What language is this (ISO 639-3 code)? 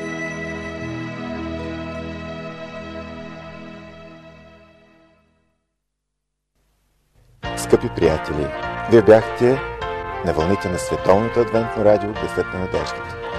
bul